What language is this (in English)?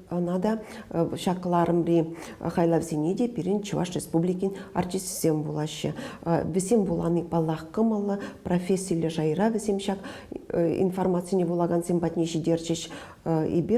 Chuvash